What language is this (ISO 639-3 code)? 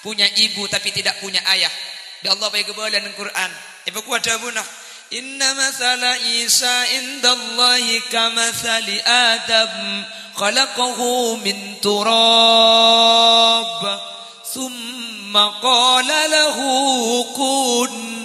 mad